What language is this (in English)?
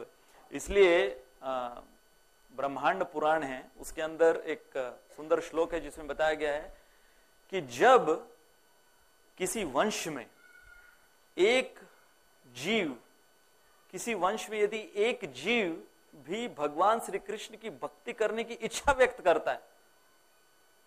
Hindi